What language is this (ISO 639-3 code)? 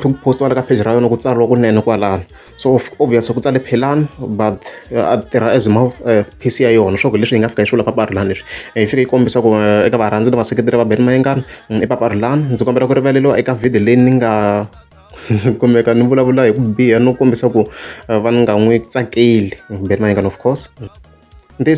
tso